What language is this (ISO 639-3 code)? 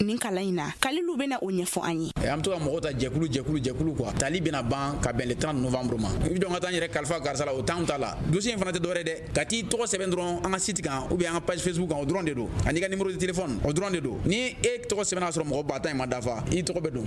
bam